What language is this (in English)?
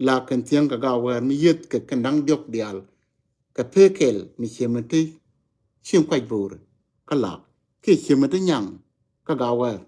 Nuer